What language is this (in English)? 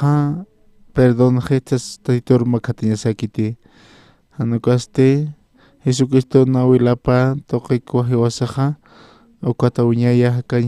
Aymara